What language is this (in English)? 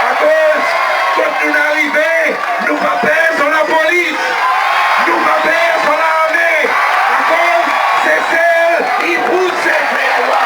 Seselwa Creole French